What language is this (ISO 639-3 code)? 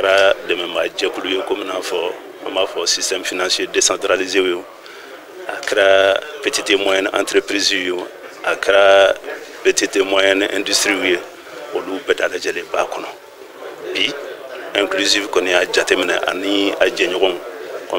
bam